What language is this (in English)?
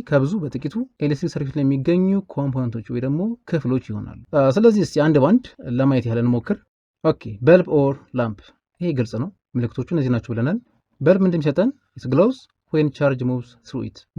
Amharic